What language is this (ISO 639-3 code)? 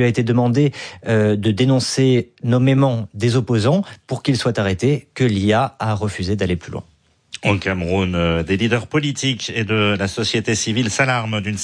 fra